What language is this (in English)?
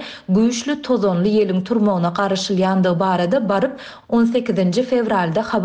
Turkmen